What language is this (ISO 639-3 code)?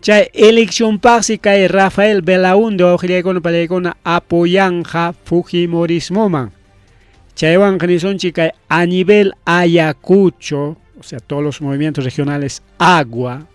quy